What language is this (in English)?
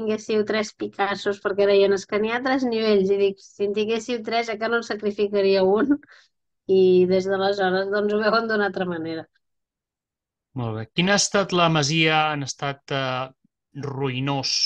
Catalan